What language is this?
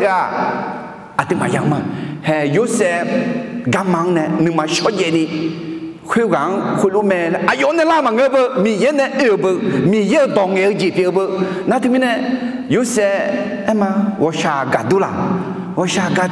Akha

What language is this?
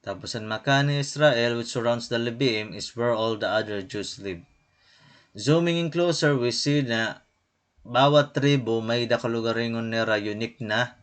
Waray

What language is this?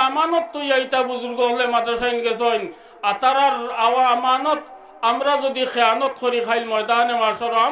Sylheti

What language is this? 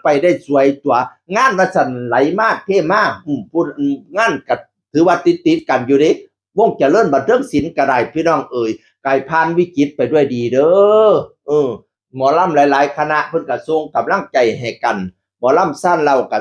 Northeastern Thai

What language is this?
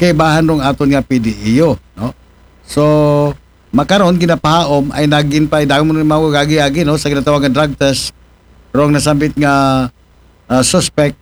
Aklanon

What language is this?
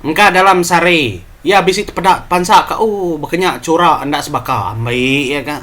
Iban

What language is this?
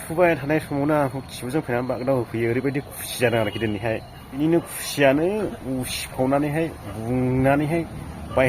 Bodo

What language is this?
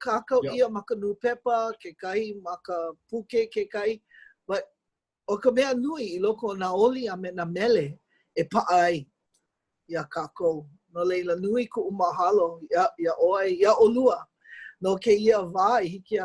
Hawaiian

